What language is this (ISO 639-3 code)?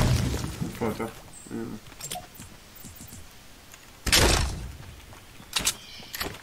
heb